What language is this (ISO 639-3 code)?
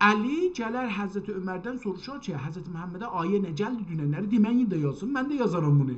azb